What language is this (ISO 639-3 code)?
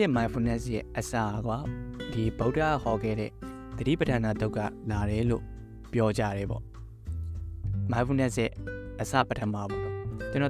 mya